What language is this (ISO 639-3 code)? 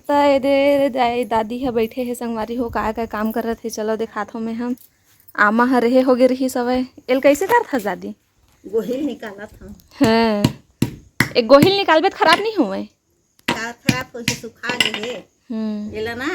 hne